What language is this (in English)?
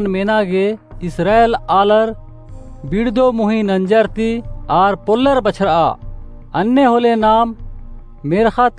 Kurukh